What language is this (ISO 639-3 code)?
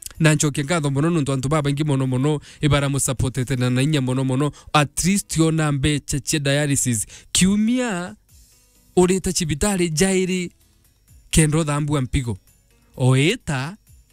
mer